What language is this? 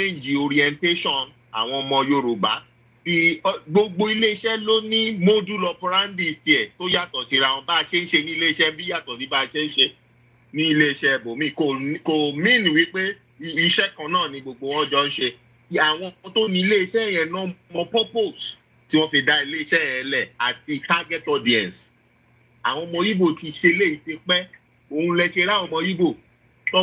Yoruba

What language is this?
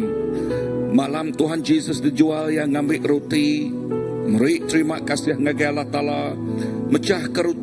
Iban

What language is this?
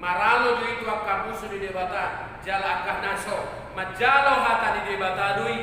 Batak Toba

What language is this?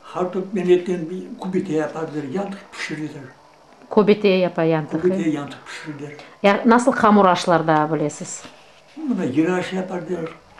Crimean Tatar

